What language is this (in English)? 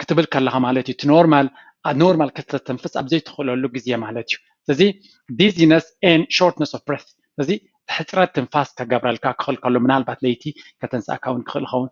Tigrinya